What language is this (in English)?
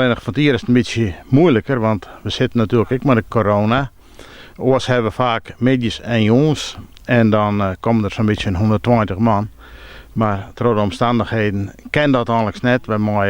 Western Frisian